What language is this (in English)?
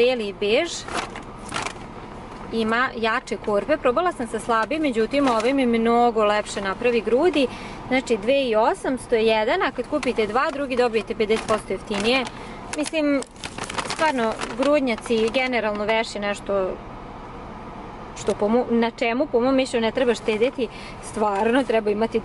Serbian